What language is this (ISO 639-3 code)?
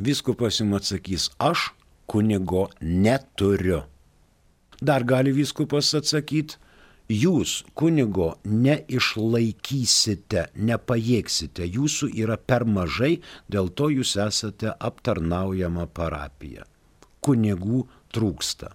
lit